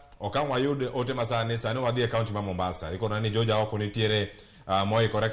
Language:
Luo (Kenya and Tanzania)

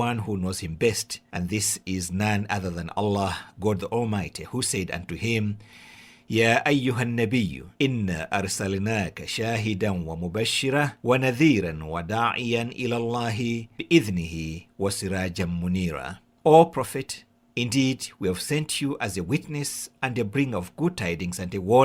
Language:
English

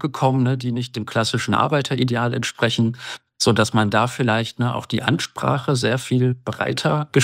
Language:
German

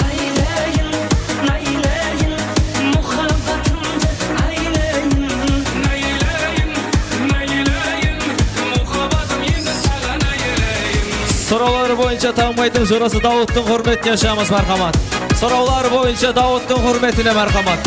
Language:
Kara-Kalpak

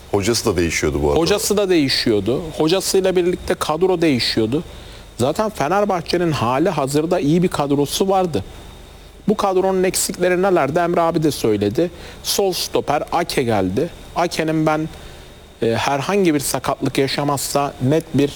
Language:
Turkish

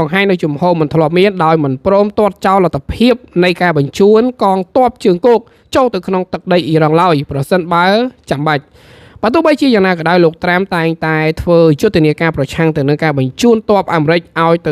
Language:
Khmer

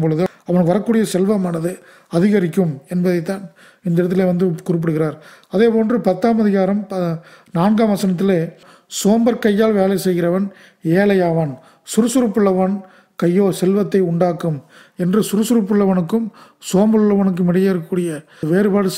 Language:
Tamil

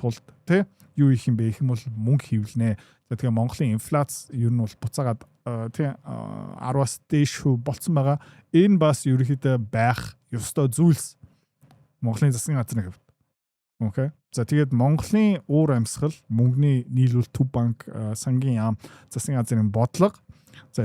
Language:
Mongolian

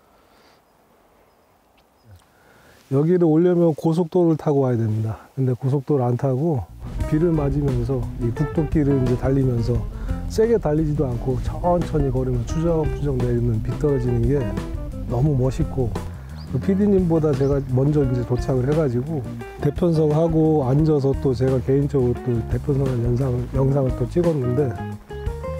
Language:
Korean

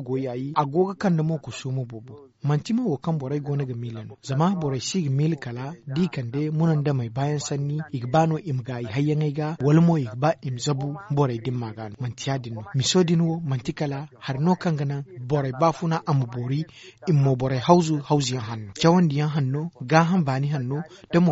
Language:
Zarma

